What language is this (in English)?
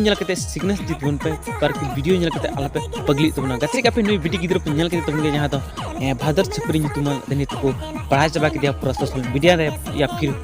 Santali